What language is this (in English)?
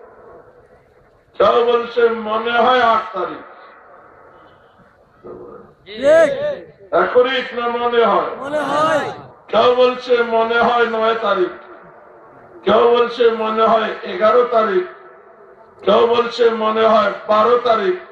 Bangla